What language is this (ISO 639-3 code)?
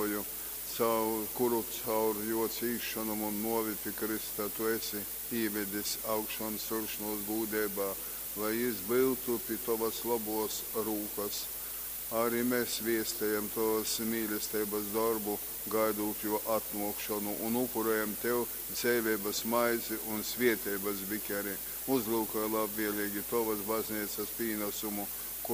ltg